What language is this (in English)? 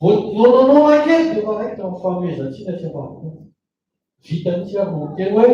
Malagasy